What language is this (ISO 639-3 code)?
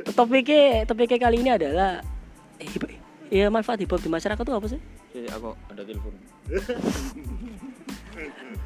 ind